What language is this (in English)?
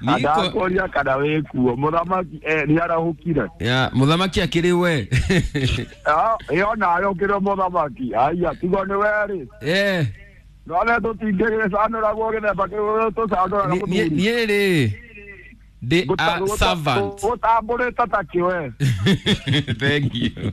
Kikuyu